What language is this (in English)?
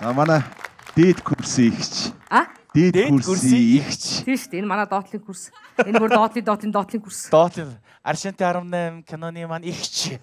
Mongolian